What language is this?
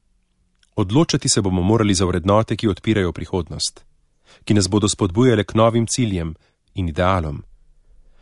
Slovenian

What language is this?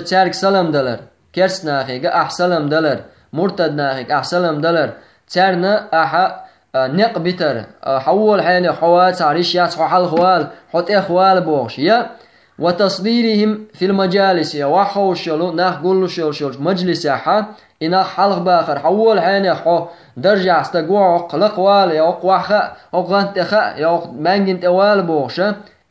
Chechen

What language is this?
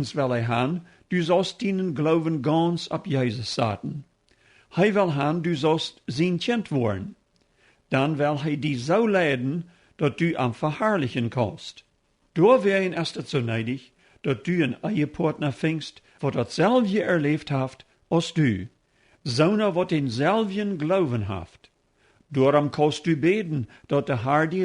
Plautdietsch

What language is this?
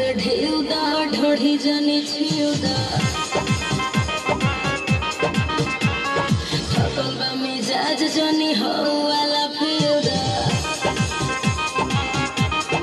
Bhojpuri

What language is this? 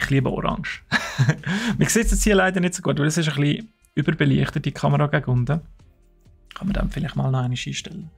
Swiss German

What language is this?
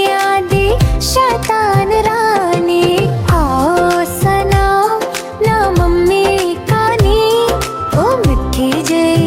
Dogri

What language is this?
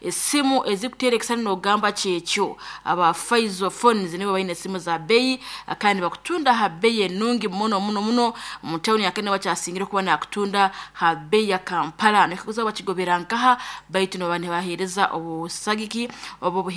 Nyoro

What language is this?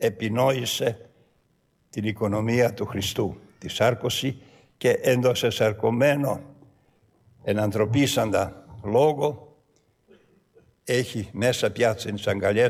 Greek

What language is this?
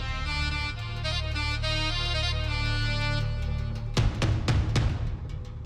Bhojpuri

